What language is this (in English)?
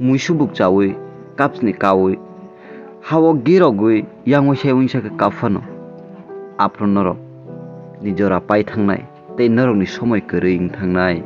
Kok Borok